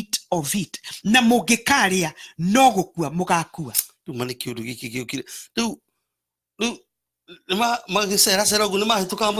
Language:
Kikuyu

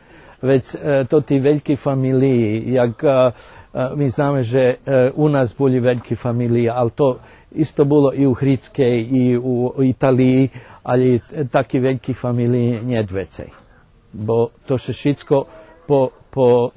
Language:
Rusyn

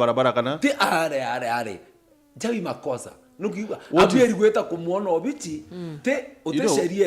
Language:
Meru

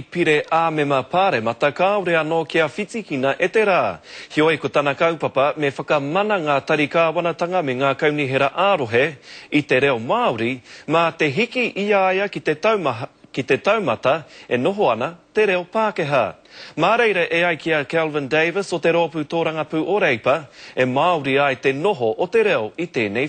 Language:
Māori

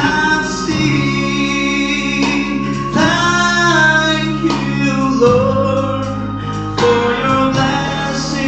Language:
Ao Naga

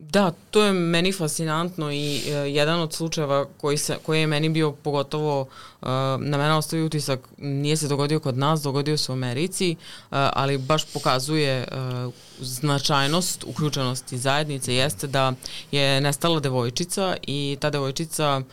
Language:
Serbian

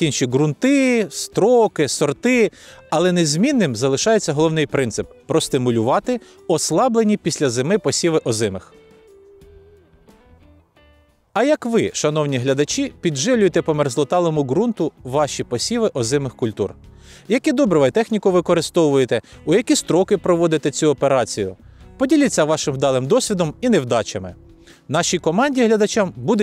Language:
Ukrainian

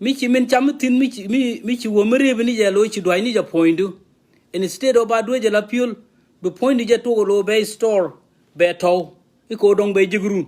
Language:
Nuer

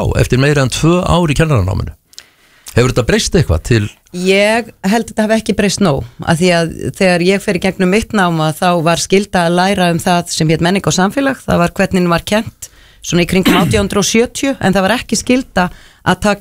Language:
Icelandic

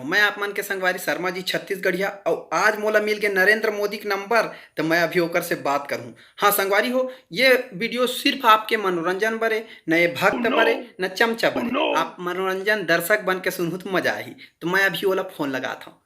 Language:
Chhattisgarhi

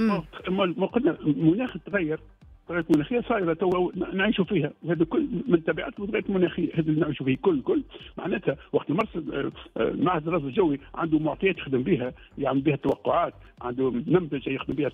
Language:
Tunisian Arabic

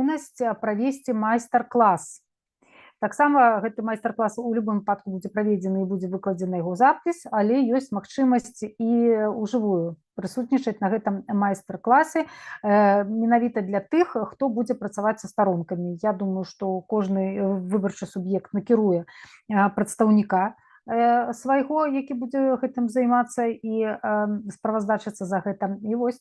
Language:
Belarusian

